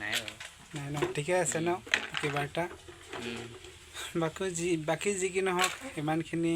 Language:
Assamese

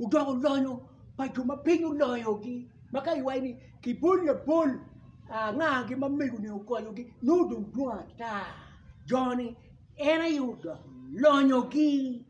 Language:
Acoli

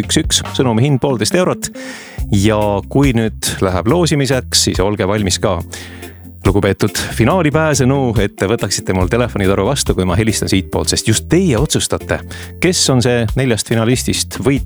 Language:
Estonian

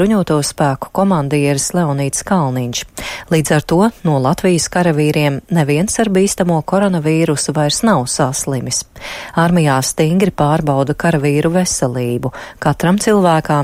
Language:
Latvian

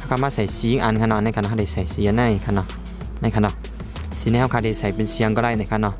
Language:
Shan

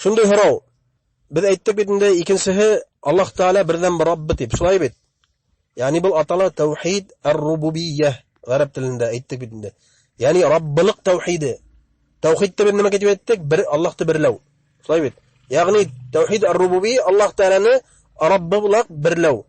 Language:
Bashkir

